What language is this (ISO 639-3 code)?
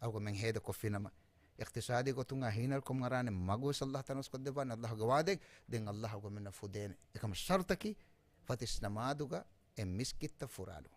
div